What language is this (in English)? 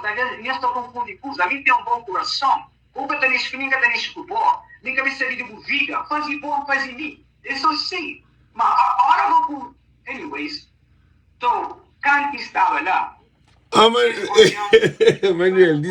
Kabuverdianu